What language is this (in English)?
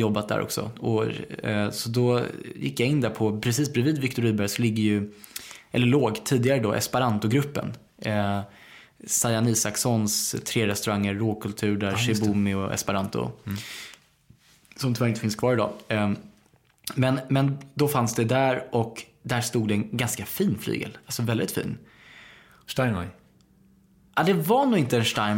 Swedish